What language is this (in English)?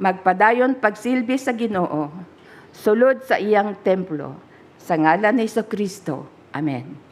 Cebuano